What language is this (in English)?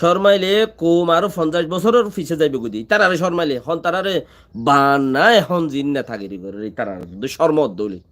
Rohingya